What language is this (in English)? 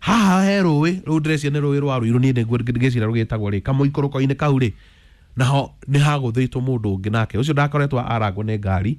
Kikuyu